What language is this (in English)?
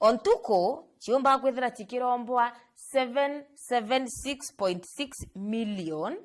Meru